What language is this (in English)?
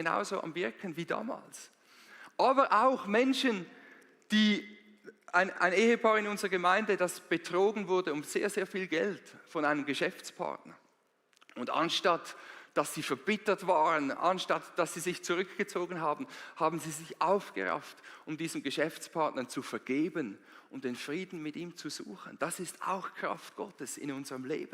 Swiss German